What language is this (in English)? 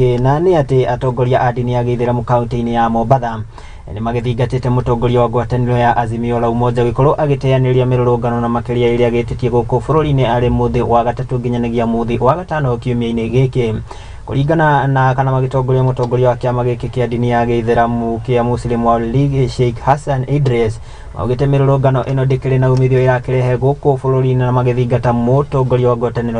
Kikuyu